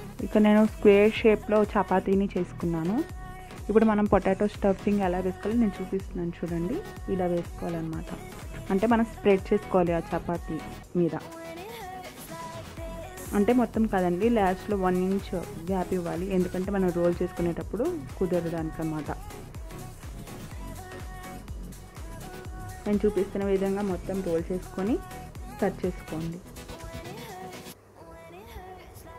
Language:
Telugu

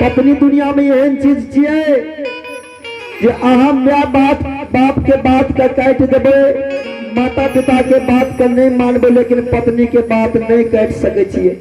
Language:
Maithili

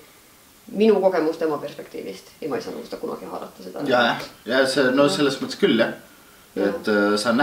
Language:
Estonian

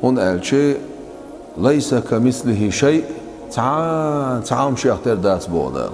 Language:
Chechen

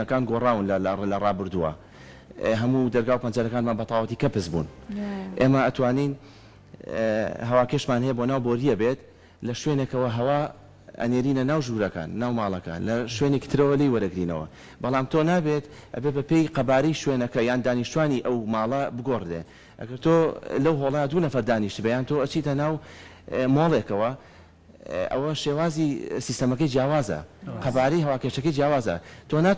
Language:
Central Kurdish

